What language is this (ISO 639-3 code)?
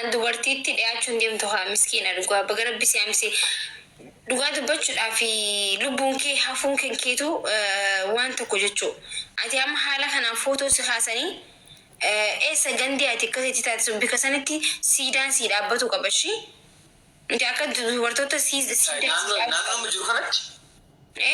orm